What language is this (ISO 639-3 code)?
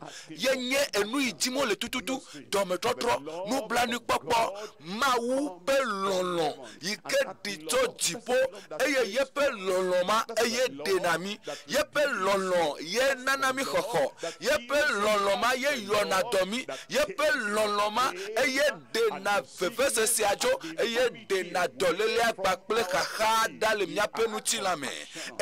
ewe